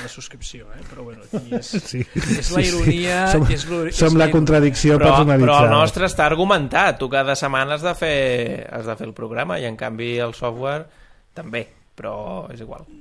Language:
Catalan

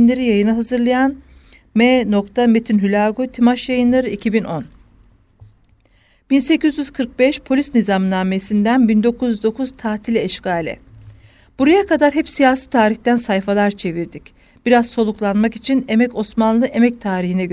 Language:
Turkish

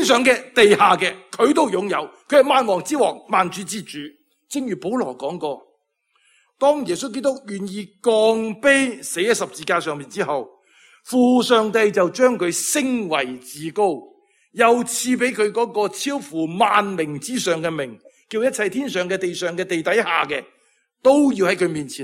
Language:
Cantonese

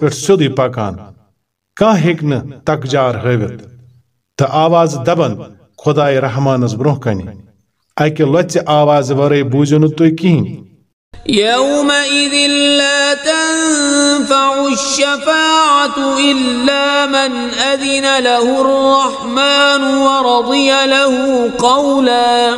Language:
Kashmiri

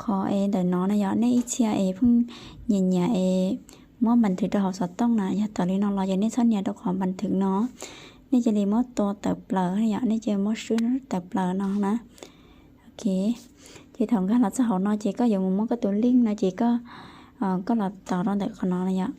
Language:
Hmong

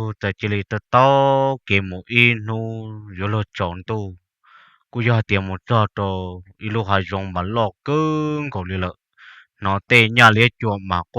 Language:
Hmong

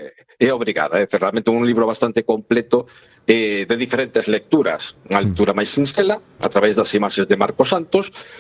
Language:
Galician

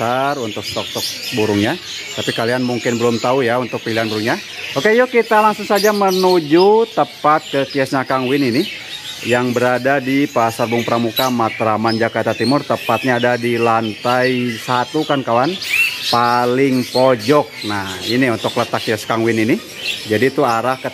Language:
Indonesian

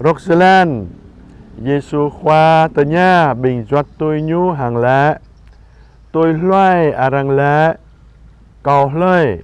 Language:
Jarai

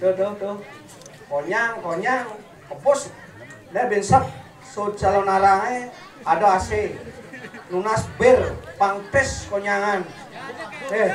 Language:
Balinese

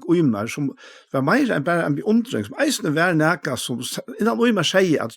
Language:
Faroese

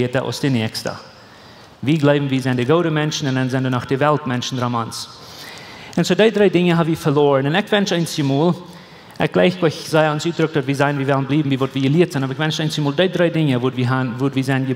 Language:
Plautdietsch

